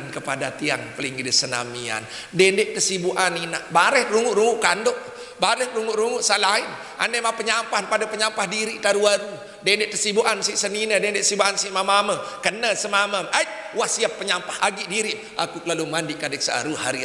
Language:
Sasak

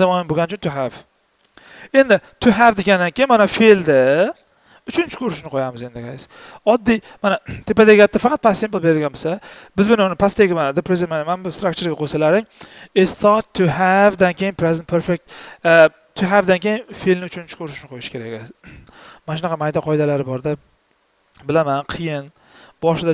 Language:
Uzbek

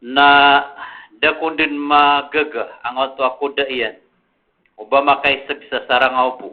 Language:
Maranao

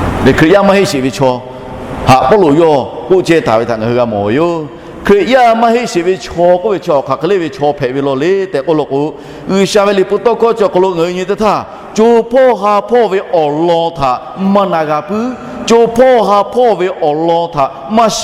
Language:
Lahu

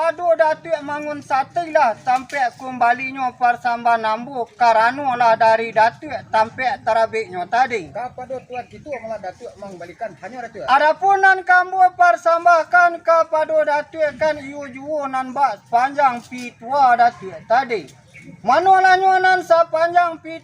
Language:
Minangkabau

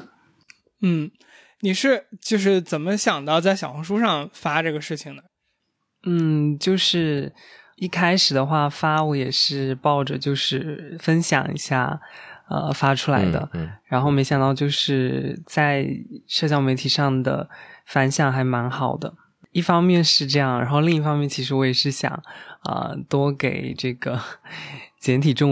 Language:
Chinese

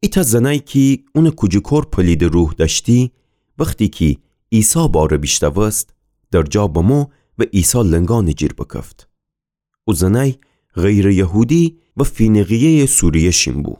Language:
Gilaki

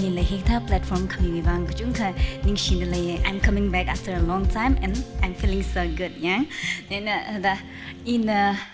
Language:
Tangkhul Naga (India)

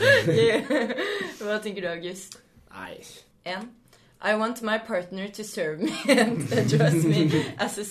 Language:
Norwegian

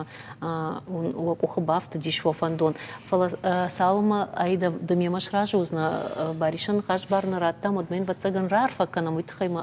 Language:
Ossetic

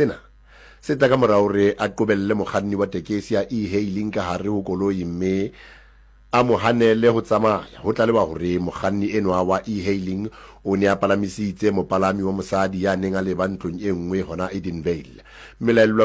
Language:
Southern Sotho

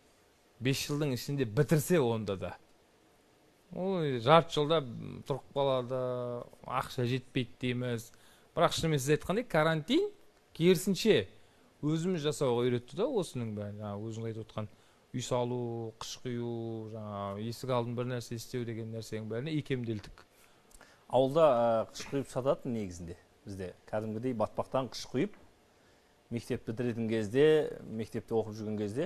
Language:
Kazakh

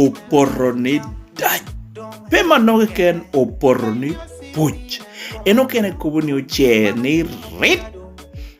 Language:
Lango (Uganda)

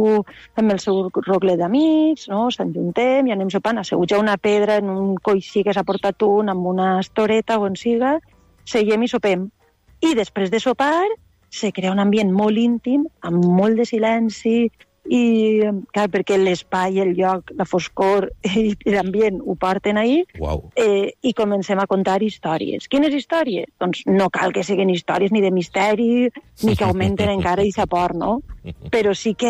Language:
Catalan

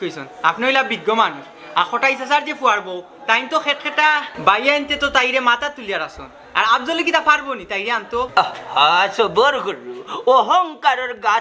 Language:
Sylheti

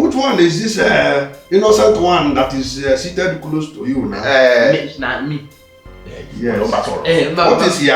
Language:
Nigerian Pidgin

